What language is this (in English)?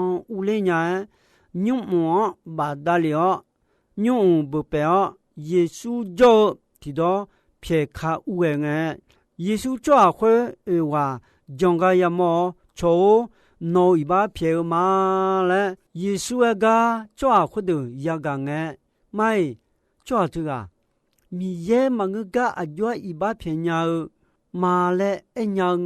Akha